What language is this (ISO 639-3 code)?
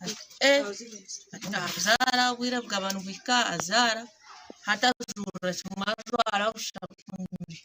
nyn